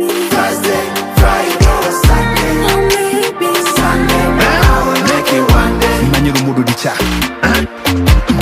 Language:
Swahili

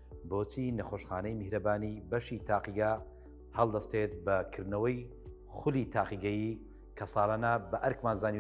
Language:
Central Kurdish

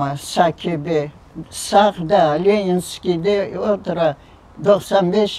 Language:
Crimean Tatar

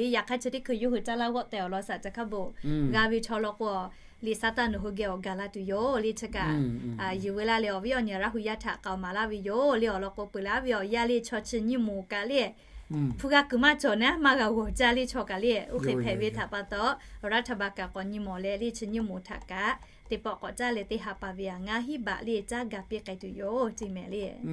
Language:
Lahu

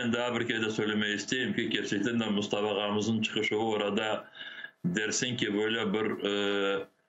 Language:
Crimean Tatar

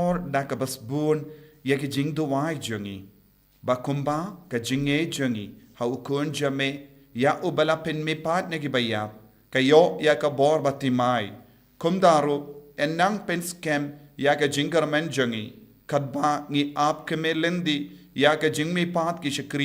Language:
Khasi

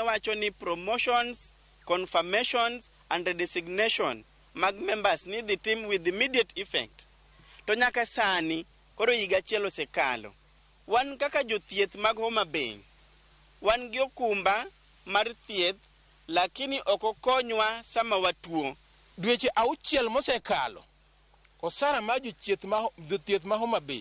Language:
Luo (Kenya and Tanzania)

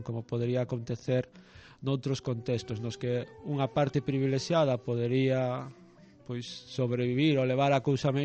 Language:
Galician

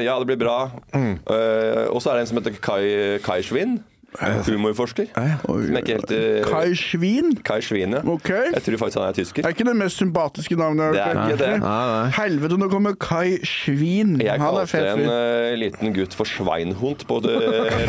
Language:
Norwegian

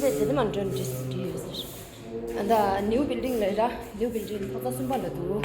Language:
Tibetan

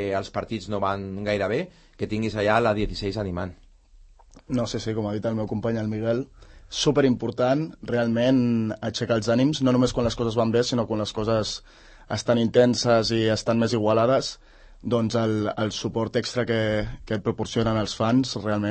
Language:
Catalan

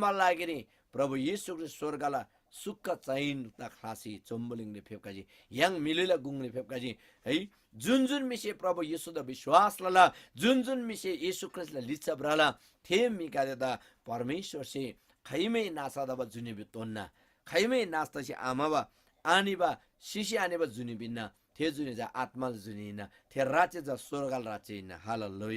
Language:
Eastern Tamang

